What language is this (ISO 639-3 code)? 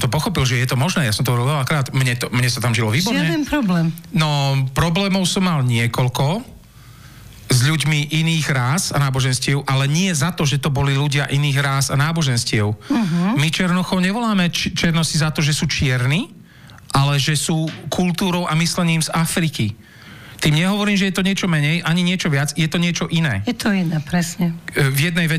slk